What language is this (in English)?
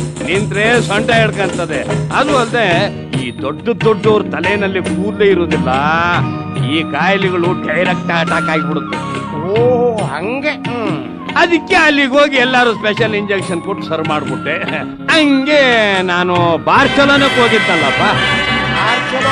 Kannada